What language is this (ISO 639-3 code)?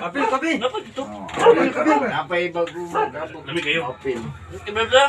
ceb